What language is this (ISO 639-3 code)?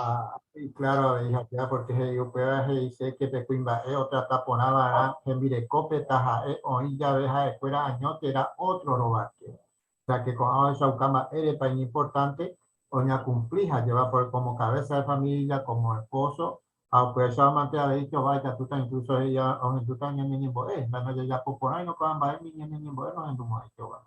grn